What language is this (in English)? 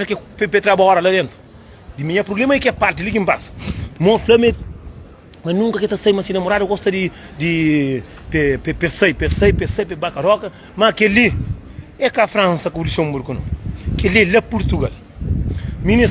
Kabuverdianu